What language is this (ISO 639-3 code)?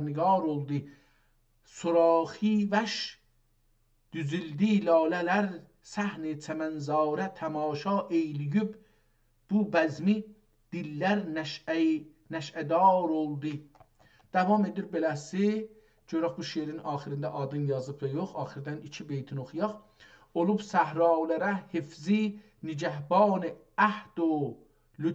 azb